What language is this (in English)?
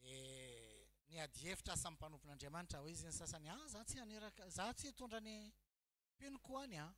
Malagasy